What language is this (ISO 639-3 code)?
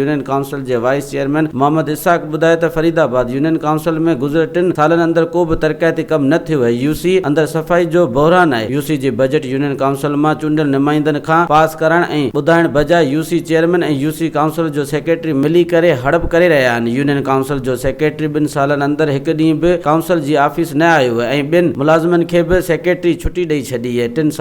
snd